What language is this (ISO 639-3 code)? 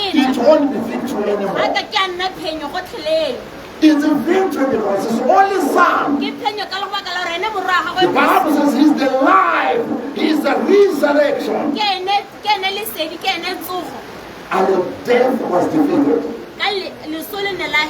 tsn